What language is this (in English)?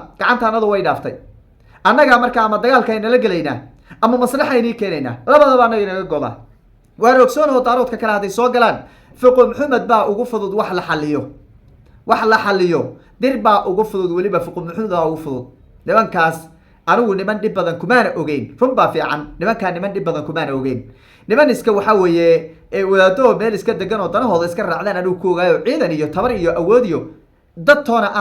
Somali